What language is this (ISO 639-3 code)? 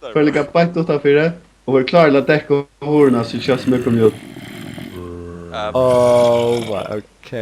fao